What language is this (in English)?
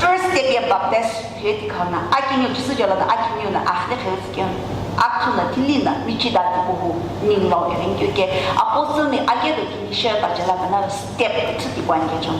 Sumi Naga